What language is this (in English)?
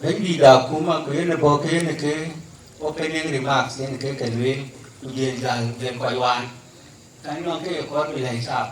Dinka